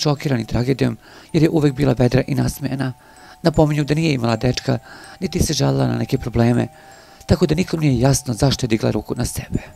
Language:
Serbian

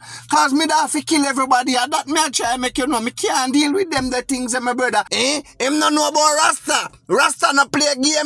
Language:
Jamaican Creole English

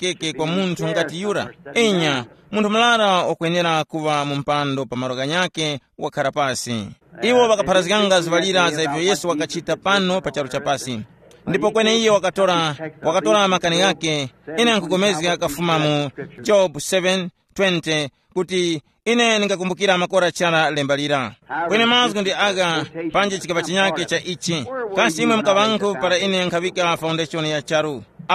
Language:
Tumbuka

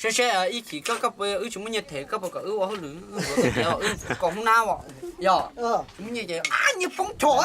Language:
Hmong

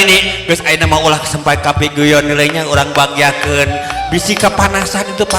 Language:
Sundanese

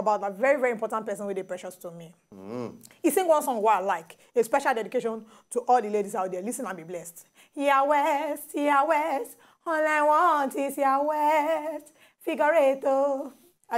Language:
Nigerian Pidgin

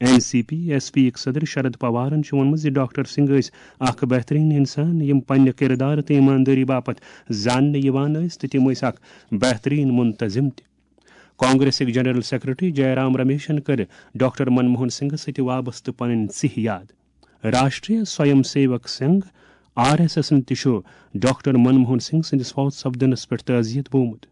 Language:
Kashmiri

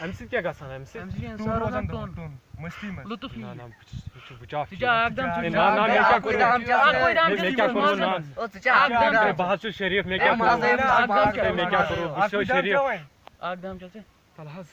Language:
Kashmiri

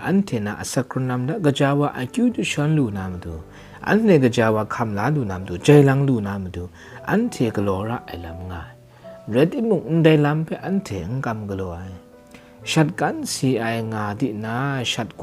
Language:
Kachin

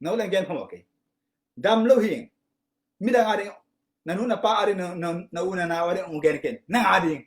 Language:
Tedim Chin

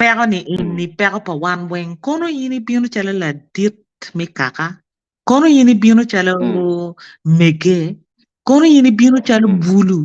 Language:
Acoli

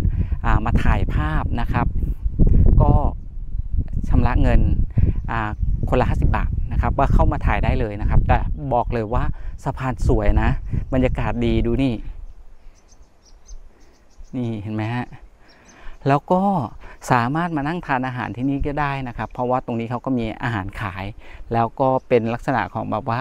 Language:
Thai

